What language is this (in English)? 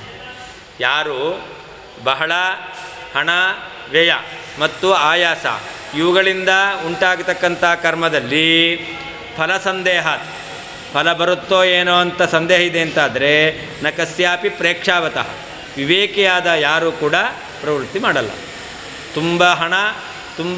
Kannada